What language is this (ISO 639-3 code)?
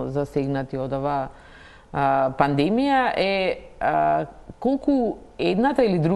mkd